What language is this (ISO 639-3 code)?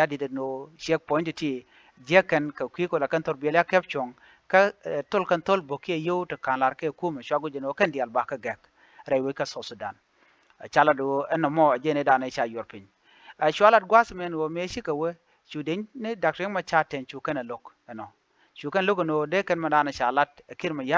nus